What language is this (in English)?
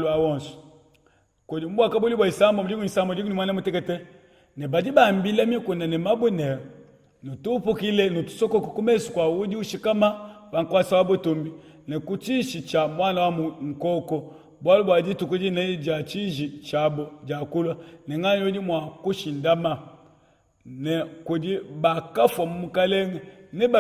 Luba-Lulua